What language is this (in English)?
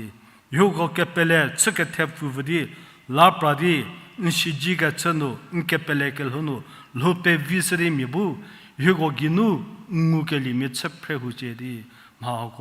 Angami Naga